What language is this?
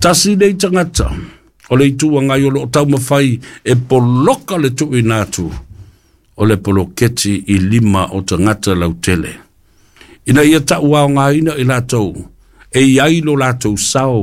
Samoan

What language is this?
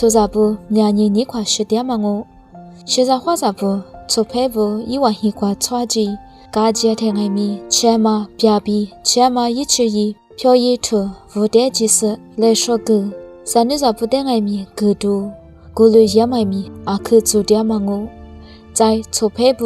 Lisu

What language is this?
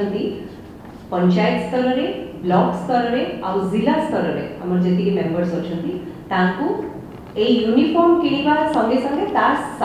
Odia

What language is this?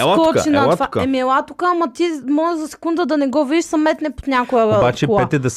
Bulgarian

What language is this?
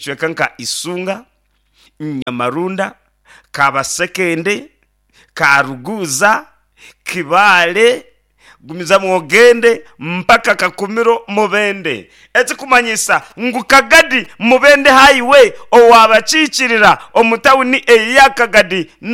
Nyankole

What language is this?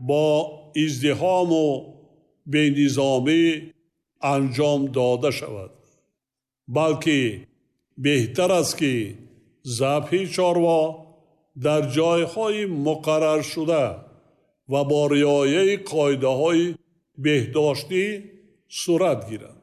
Tajik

